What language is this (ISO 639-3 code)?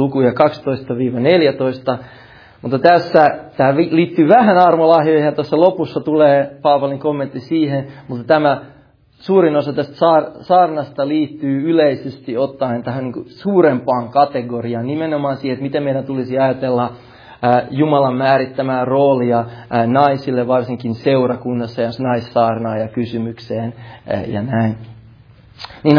fin